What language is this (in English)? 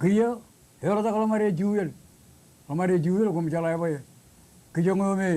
Marshallese